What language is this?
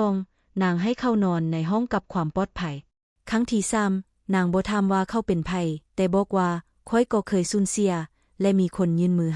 Lao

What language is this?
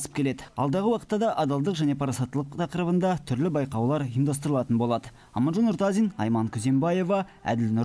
Kazakh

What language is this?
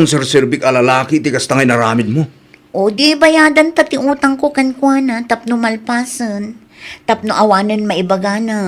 Iloko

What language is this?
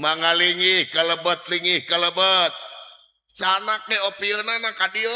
Sundanese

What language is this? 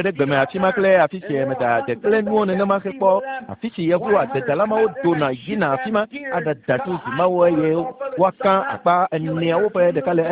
Ewe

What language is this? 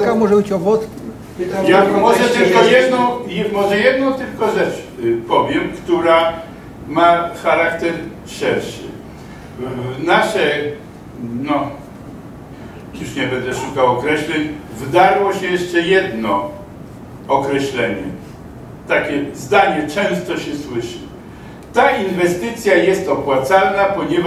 Polish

